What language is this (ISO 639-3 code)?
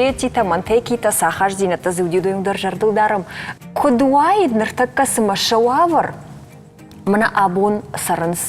oss